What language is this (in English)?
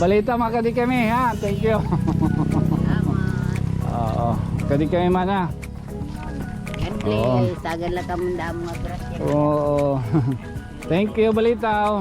Waray